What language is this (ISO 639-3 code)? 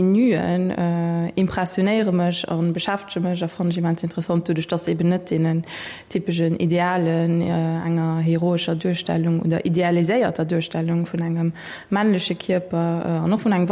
ltz